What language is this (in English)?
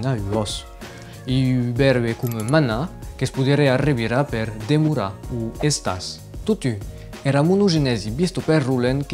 Occitan